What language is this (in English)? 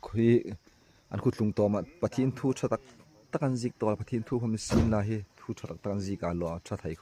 Hmar